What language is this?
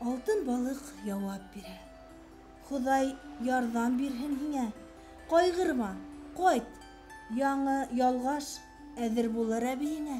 Bashkir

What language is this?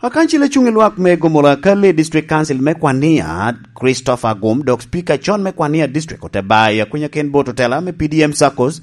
Lango (Uganda)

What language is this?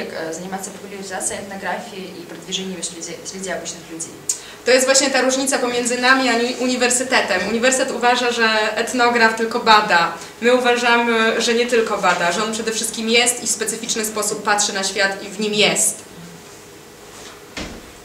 Polish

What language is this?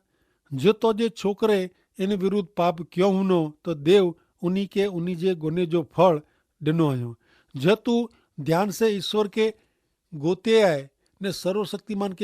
Kachhi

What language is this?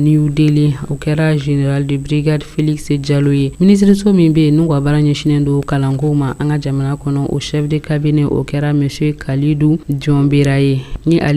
Bambara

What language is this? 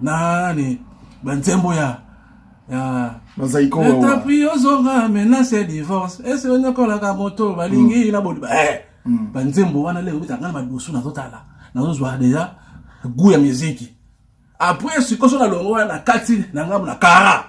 Lingala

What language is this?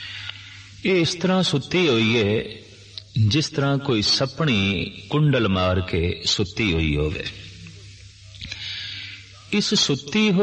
Punjabi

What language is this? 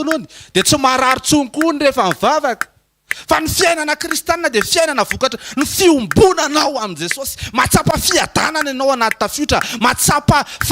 Malagasy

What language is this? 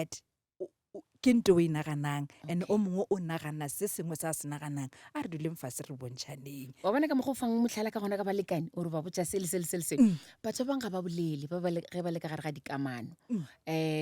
Northern Sotho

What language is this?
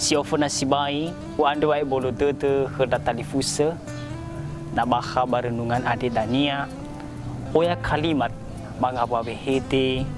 Nias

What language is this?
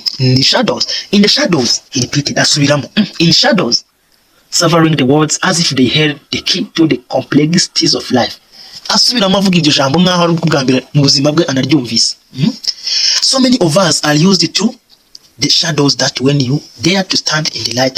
Kinyarwanda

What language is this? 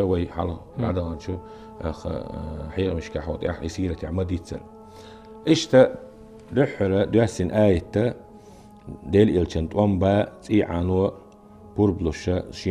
Chechen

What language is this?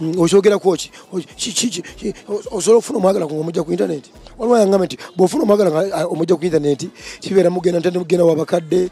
Ganda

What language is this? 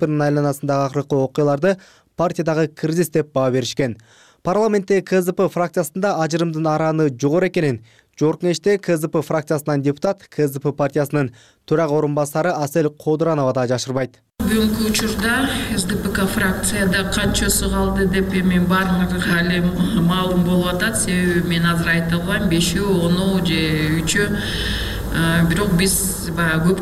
Kyrgyz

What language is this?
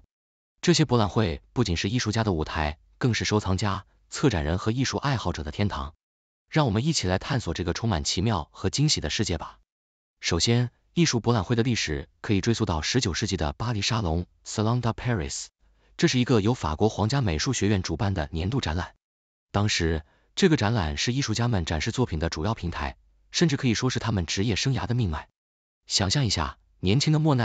Chinese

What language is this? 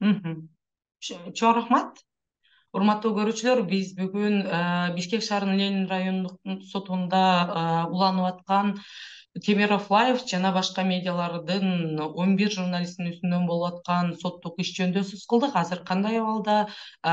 Kyrgyz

